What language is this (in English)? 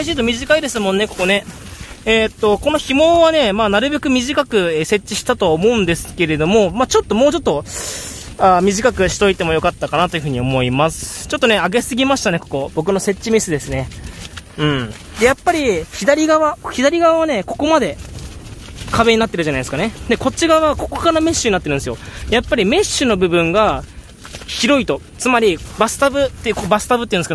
Japanese